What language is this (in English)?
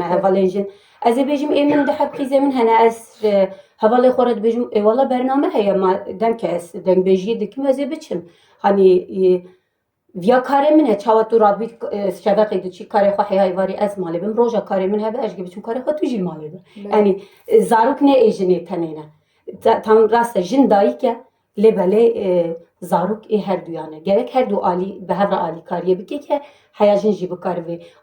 Kurdish